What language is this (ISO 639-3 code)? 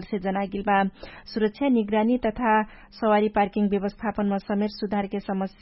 thl